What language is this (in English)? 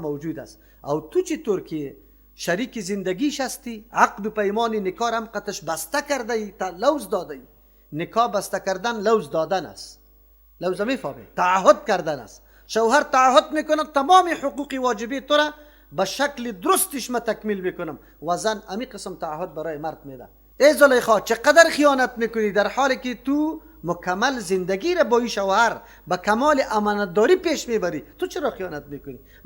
Persian